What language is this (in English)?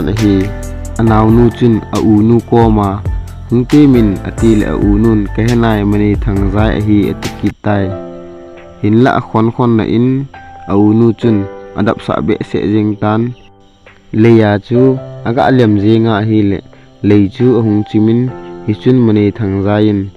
Thado Chin